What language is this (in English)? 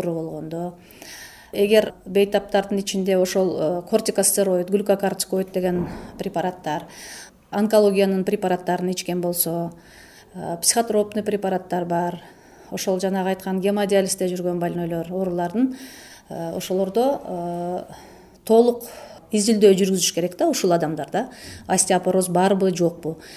Kyrgyz